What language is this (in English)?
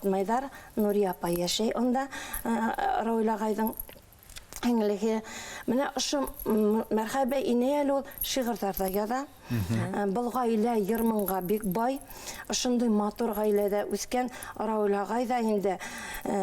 Bashkir